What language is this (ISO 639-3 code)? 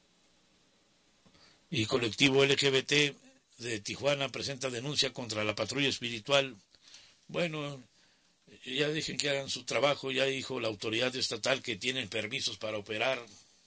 spa